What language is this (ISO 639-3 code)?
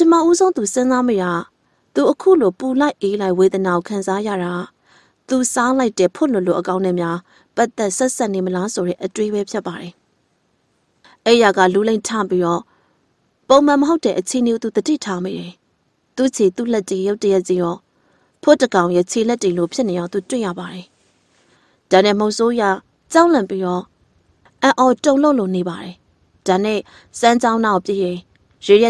mya